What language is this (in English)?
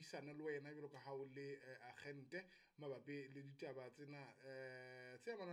Southern Sotho